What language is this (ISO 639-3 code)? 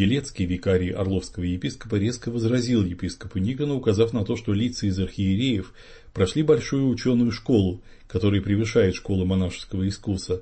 rus